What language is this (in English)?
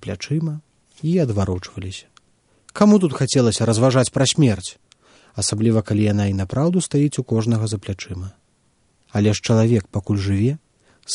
Belarusian